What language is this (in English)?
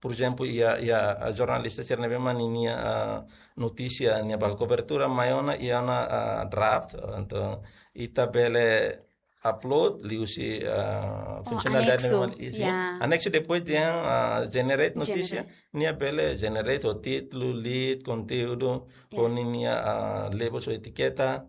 Tetum